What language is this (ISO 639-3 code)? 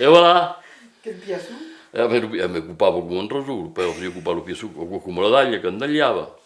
oci